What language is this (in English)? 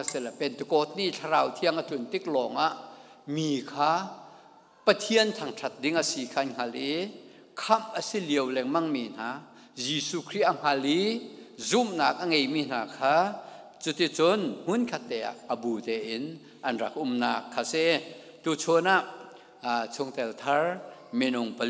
Hakha Chin